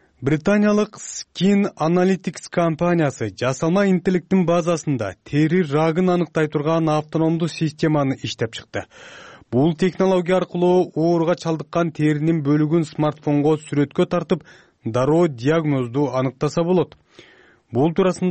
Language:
Kyrgyz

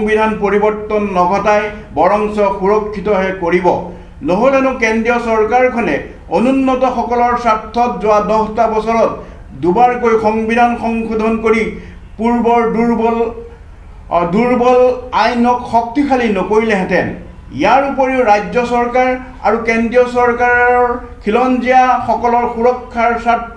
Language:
Assamese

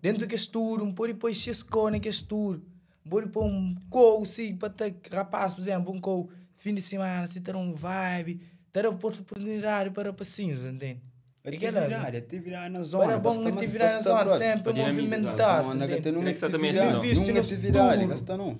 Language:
Kabuverdianu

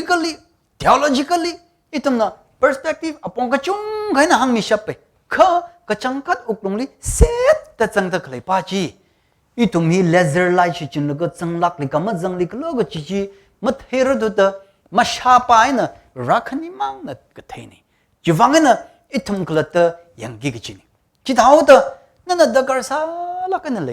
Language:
Tangkhul Naga (India)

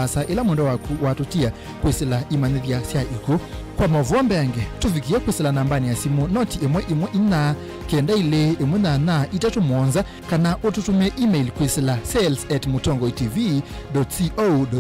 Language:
Kamba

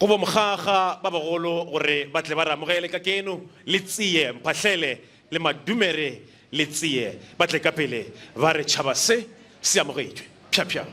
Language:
Northern Sotho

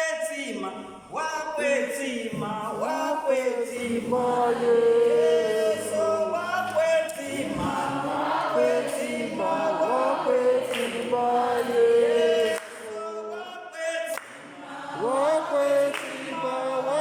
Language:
Tsonga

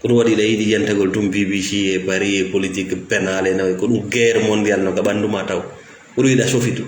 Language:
Fula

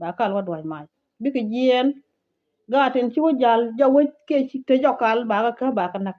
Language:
Nuer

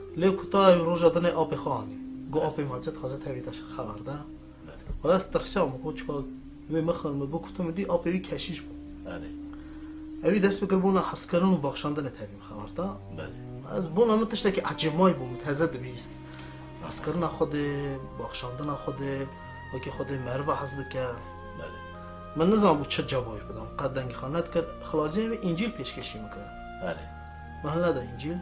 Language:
Kurdish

